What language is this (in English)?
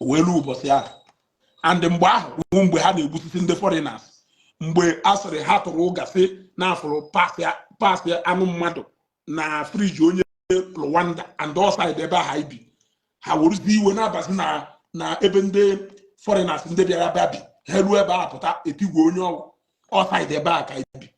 Igbo